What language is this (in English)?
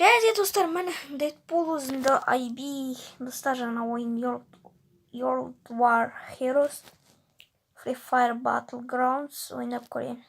Kazakh